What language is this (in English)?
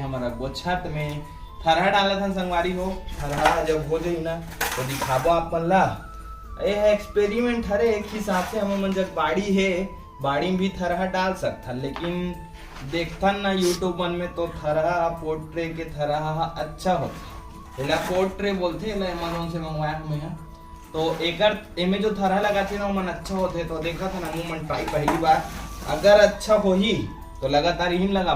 Chhattisgarhi